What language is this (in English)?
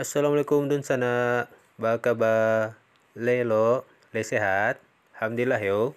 Minangkabau